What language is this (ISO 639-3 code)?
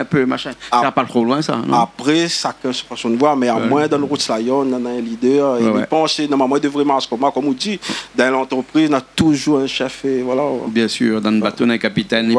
rcf